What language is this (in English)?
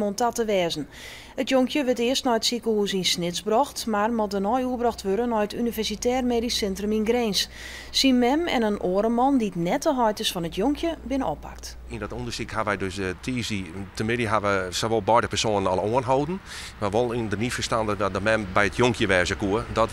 Western Frisian